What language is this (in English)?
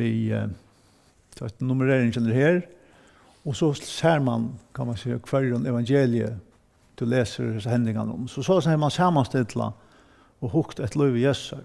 Faroese